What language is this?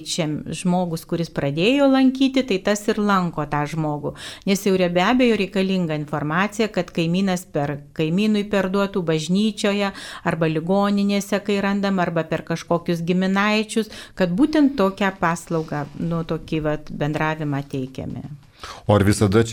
Lithuanian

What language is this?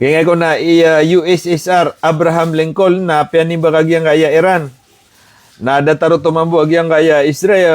Maranao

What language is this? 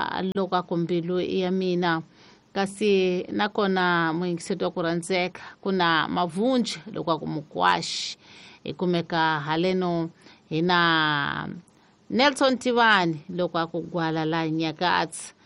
Tsonga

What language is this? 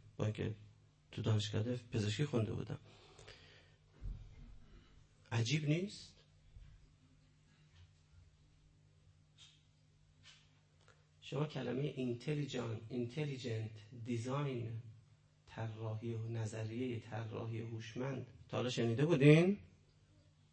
Persian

